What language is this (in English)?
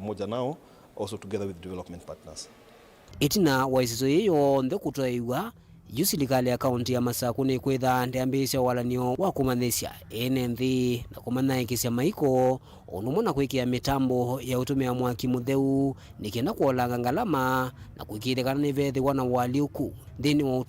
Kamba